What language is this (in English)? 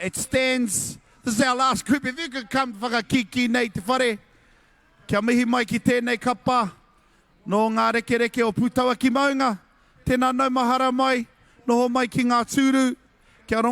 Māori